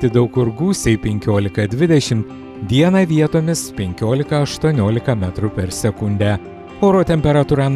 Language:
Lithuanian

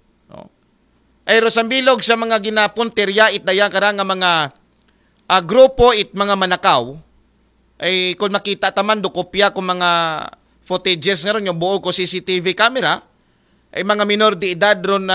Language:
Aklanon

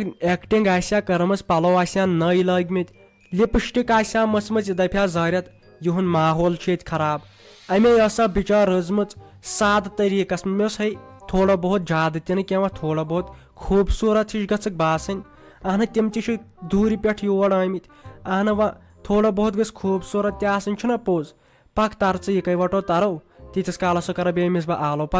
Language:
Kashmiri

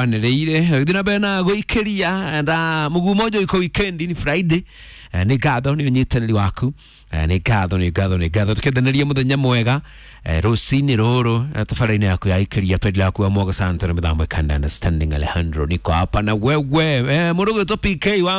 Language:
Kikuyu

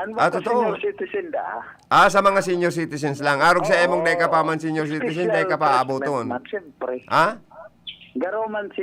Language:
Bikol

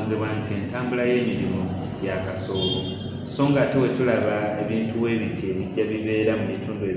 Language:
Ganda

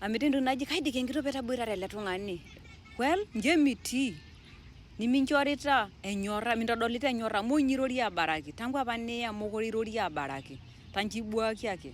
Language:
Masai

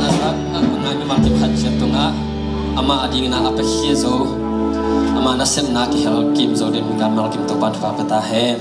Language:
Tedim Chin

